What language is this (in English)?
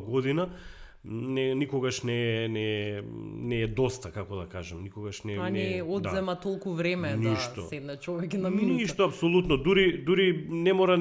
Macedonian